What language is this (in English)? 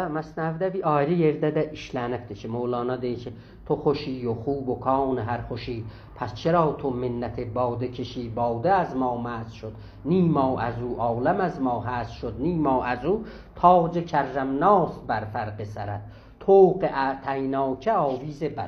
South Azerbaijani